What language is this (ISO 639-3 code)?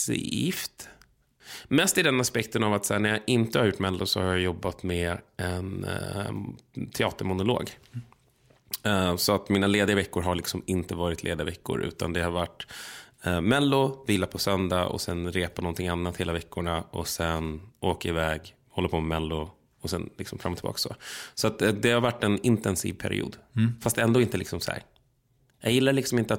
swe